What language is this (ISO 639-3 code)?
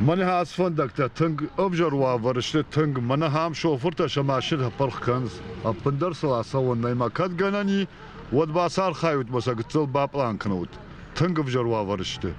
oss